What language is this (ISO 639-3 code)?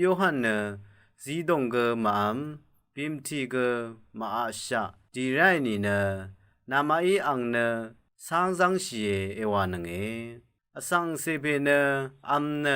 raw